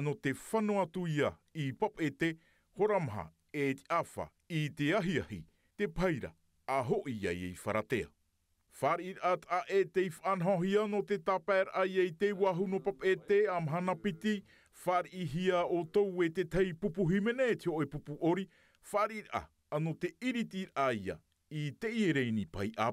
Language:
Tahitian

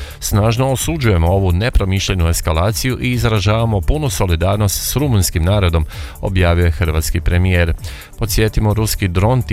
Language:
Croatian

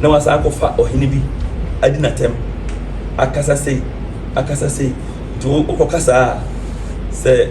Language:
Akan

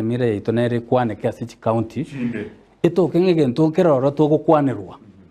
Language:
Gusii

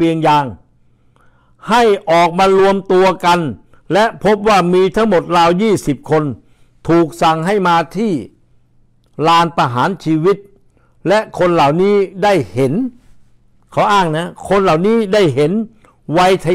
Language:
Thai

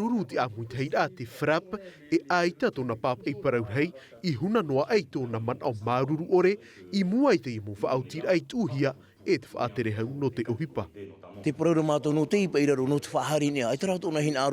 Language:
Tahitian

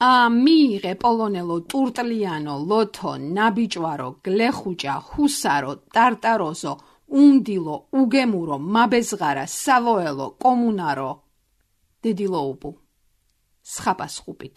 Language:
Georgian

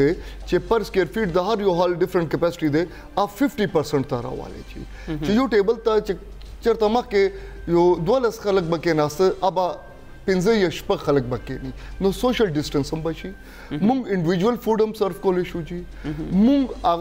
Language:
Pashto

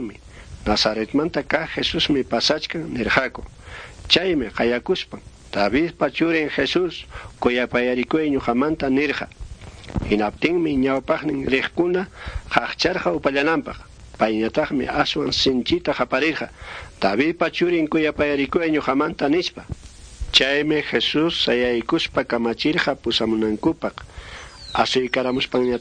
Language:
Quechua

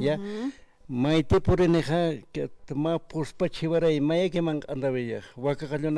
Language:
Aymara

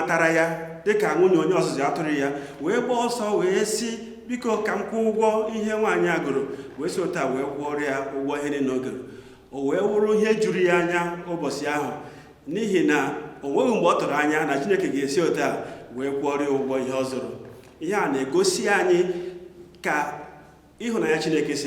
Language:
Igbo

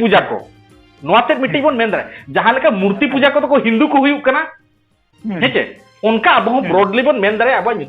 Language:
Santali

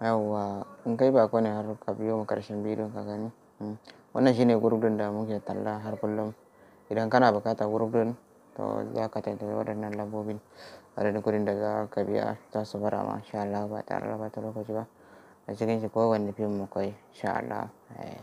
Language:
Hausa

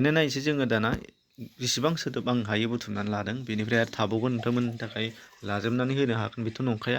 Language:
Bodo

